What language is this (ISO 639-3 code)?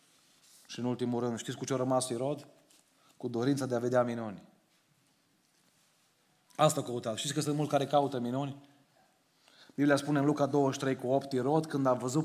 ron